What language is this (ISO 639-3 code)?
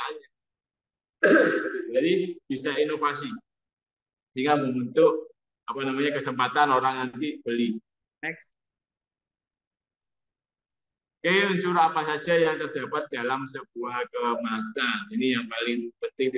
ind